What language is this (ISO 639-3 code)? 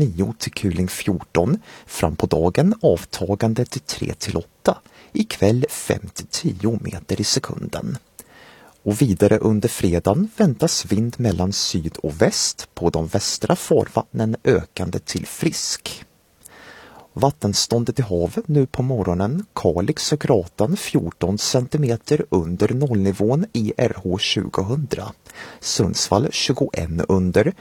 swe